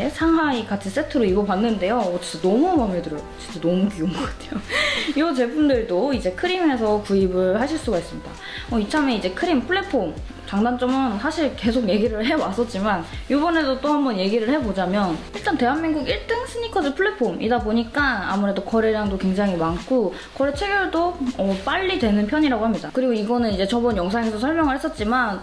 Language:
Korean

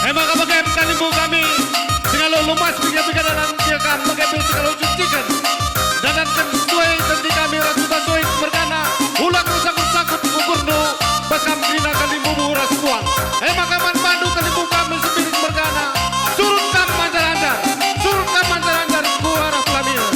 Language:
Batak Karo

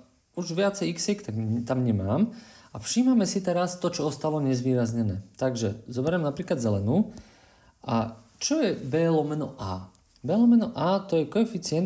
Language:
Slovak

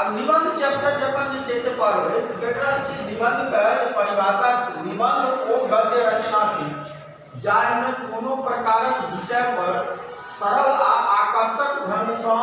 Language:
Maithili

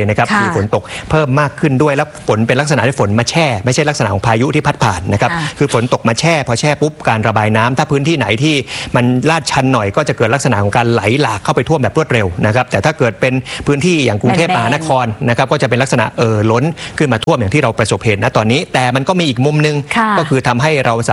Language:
Thai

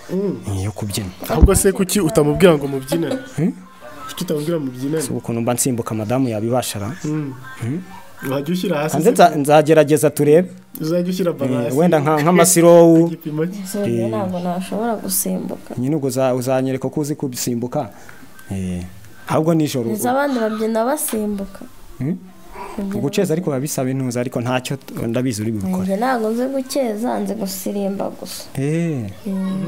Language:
Kinyarwanda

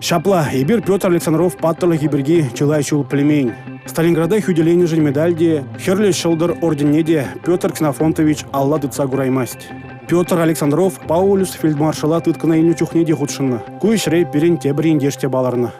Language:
Chuvash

